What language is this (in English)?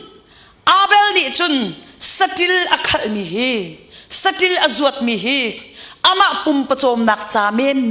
Hakha Chin